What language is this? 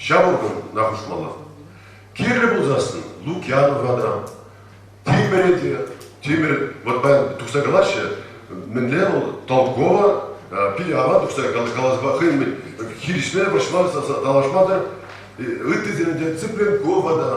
Chuvash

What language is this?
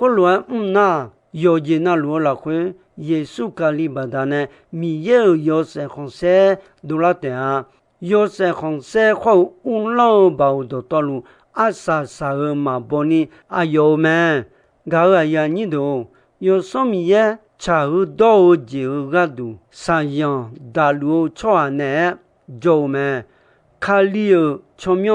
Akha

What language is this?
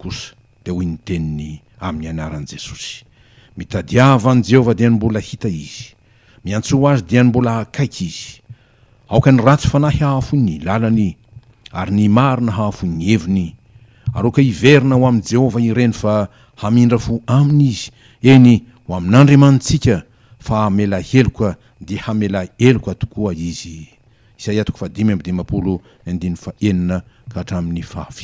Malagasy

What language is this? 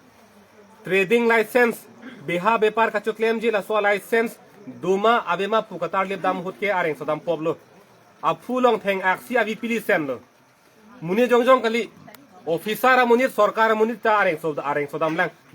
Karbi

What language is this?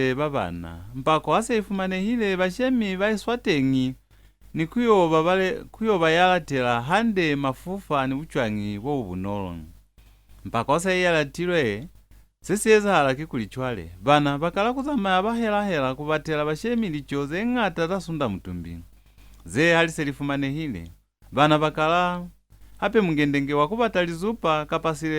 Lozi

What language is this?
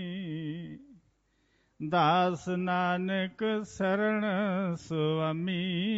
Punjabi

